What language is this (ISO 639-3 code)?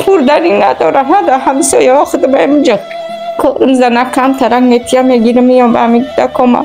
tgk